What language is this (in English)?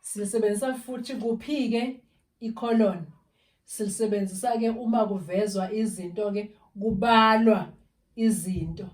Zulu